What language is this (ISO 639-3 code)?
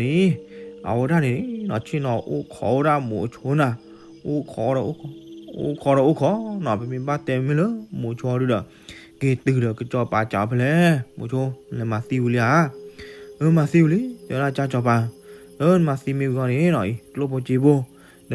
ksw